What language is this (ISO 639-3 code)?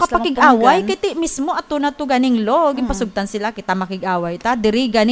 hil